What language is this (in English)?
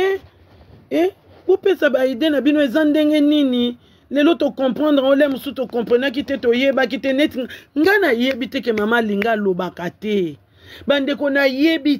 Lingala